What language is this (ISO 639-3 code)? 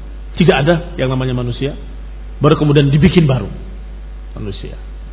ind